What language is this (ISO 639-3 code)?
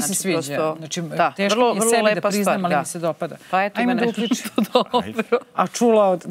srp